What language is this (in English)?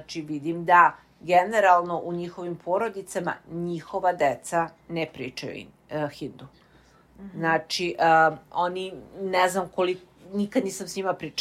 Serbian